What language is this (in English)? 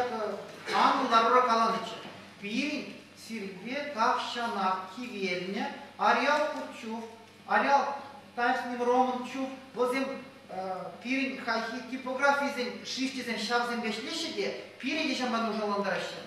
Chuvash